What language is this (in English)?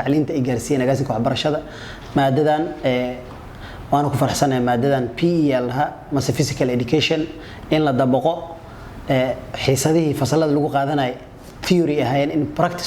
Somali